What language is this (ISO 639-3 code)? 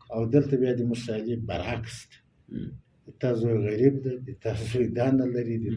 pus